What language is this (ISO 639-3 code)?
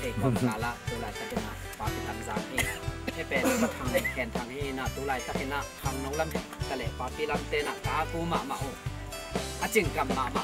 ctd